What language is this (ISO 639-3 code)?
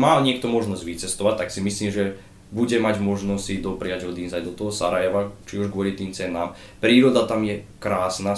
slk